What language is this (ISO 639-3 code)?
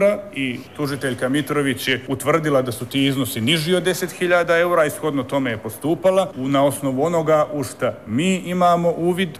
bos